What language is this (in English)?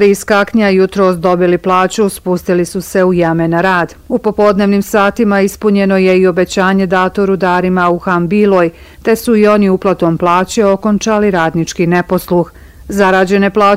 Bosnian